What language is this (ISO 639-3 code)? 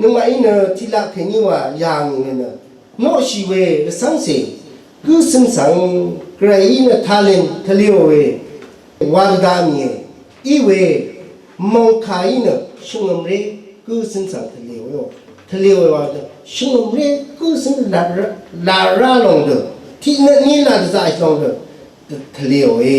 raw